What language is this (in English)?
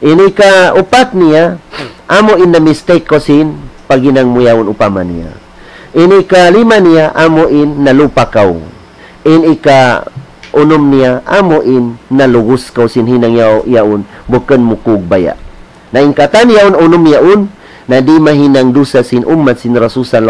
Tausug